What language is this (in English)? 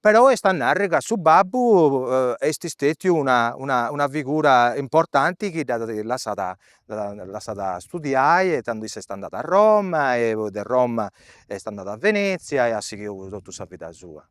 Sardinian